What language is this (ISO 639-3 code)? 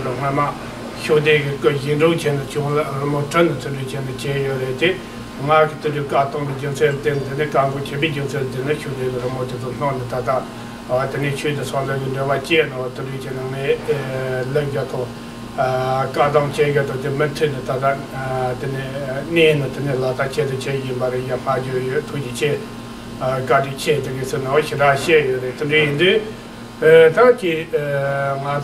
bod